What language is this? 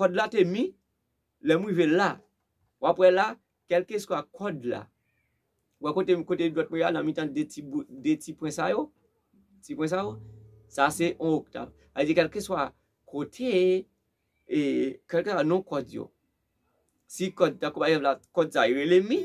Haitian Creole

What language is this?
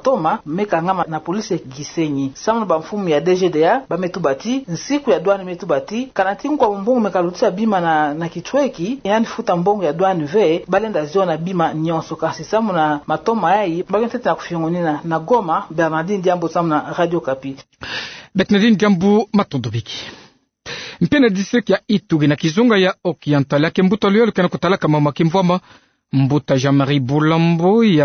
Kituba (Democratic Republic of Congo)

